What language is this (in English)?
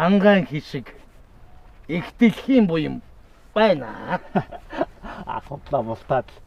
Mongolian